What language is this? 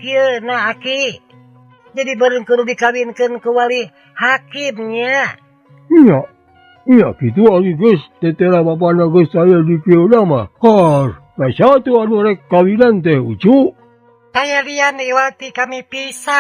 Sundanese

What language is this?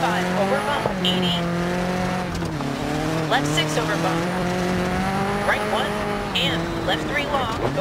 English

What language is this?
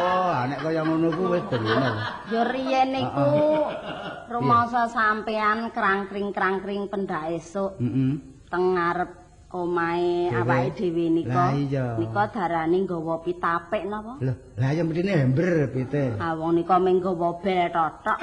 Javanese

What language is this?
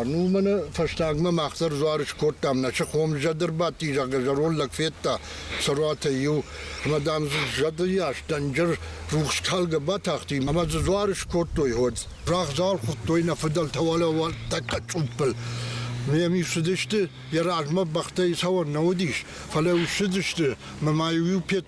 Ossetic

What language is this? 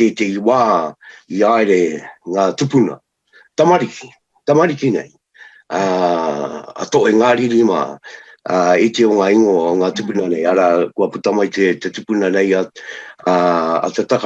Māori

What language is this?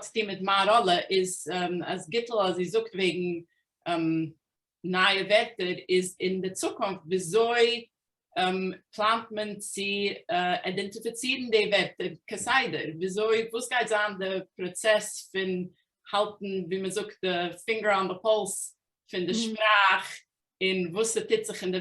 Yiddish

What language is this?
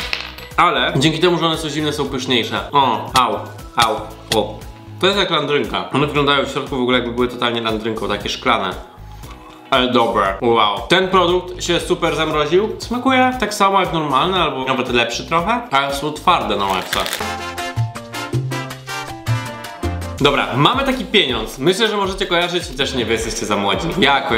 Polish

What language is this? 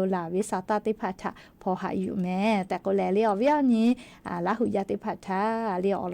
Lahu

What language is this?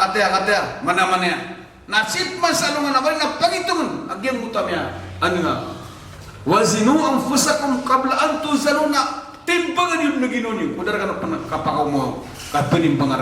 Maranao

